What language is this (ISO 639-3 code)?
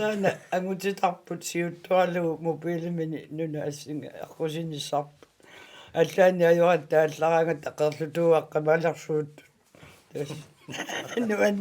kal